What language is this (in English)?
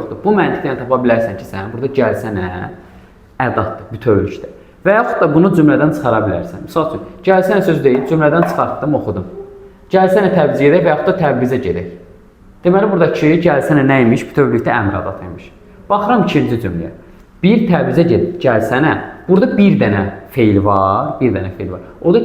Azerbaijani